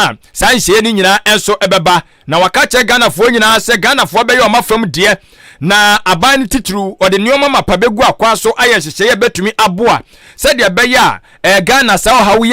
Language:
Akan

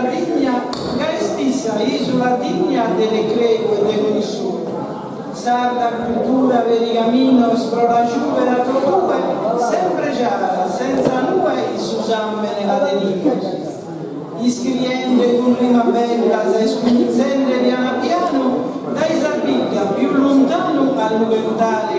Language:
Sardinian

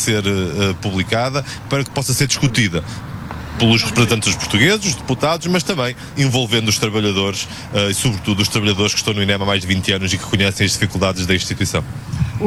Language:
Portuguese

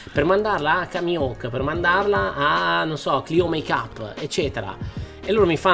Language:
Italian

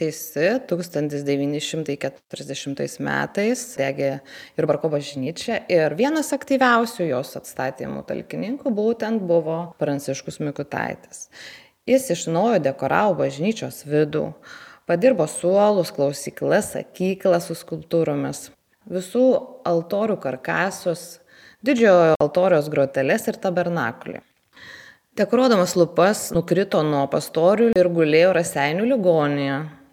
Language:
Lithuanian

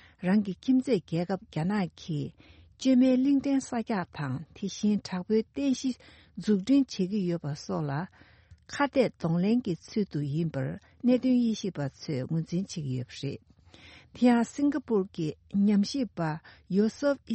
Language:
Tibetan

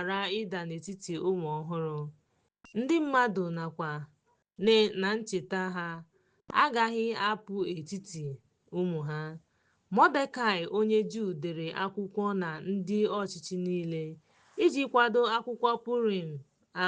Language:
Igbo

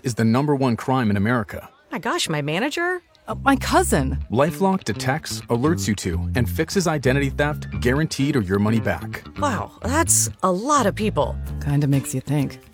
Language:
English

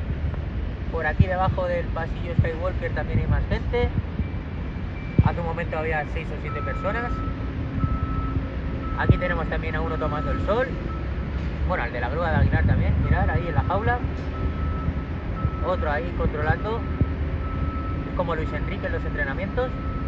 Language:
Spanish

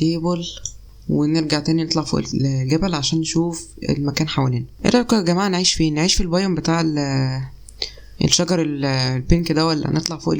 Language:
Egyptian Arabic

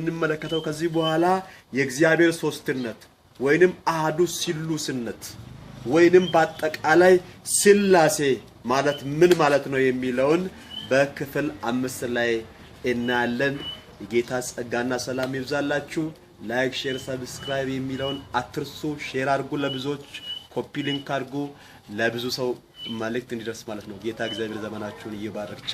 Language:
Amharic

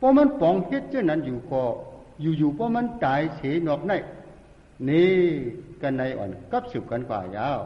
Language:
Shan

